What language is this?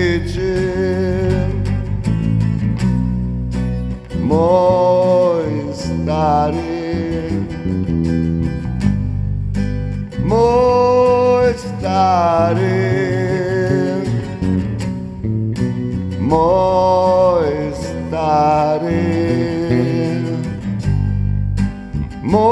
Croatian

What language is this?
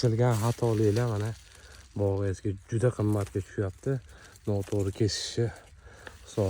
Uzbek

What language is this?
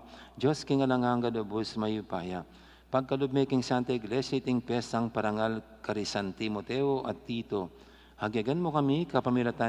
Pampanga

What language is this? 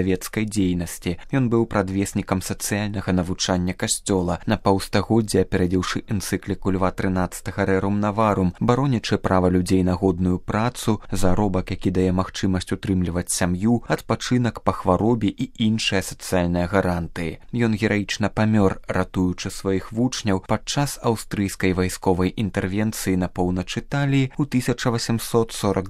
Belarusian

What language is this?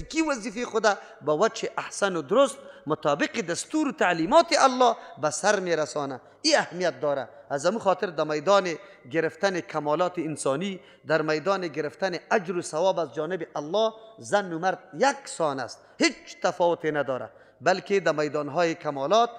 Persian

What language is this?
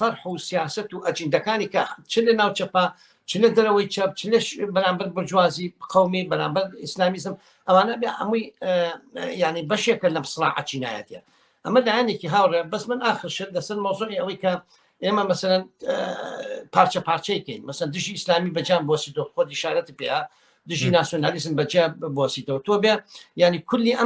Central Kurdish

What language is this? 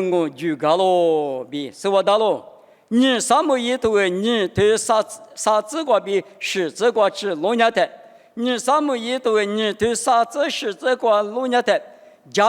Lisu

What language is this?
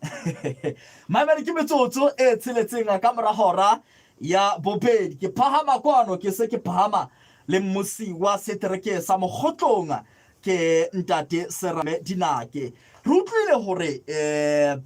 Southern Sotho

